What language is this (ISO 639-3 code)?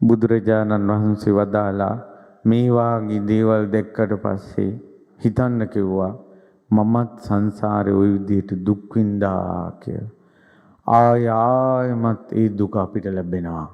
sin